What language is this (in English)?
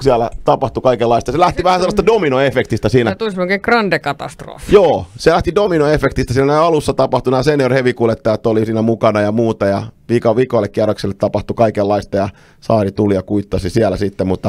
Finnish